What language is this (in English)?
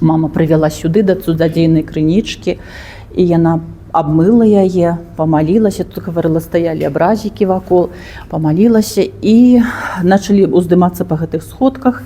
Belarusian